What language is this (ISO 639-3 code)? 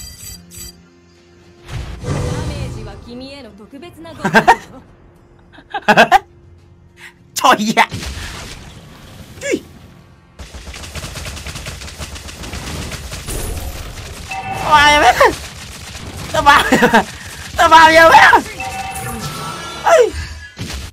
vie